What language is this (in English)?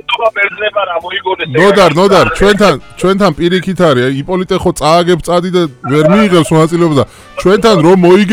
Georgian